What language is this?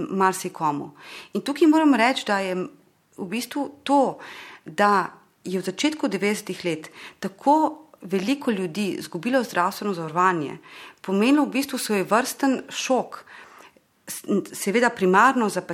Slovenian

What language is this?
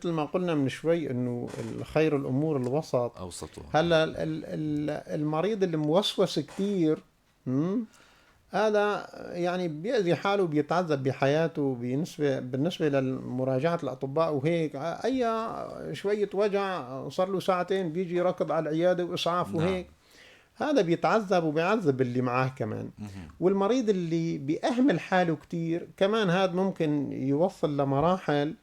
North Levantine Arabic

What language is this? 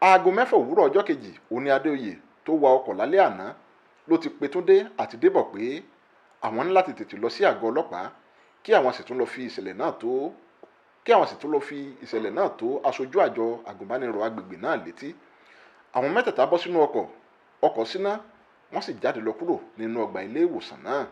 Yoruba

